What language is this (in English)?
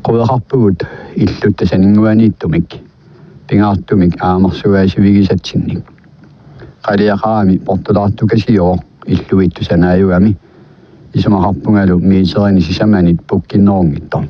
Kalaallisut